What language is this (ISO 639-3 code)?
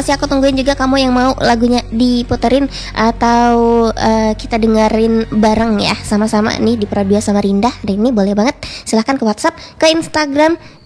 ind